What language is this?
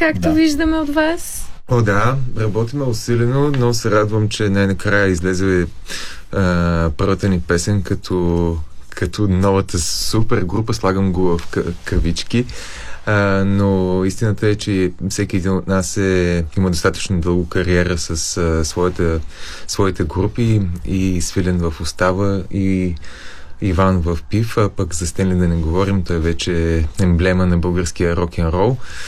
Bulgarian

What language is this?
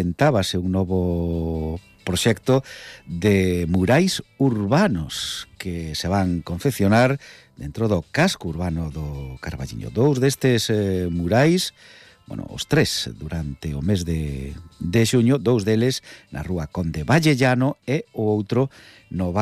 Galician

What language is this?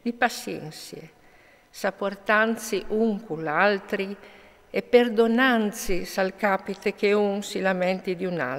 Friulian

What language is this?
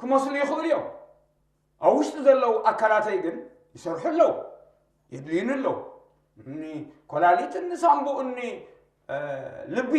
Tigrinya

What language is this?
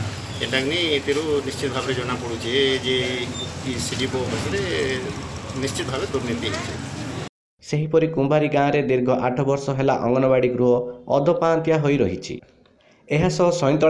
Odia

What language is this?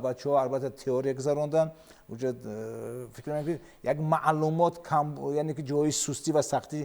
Tajik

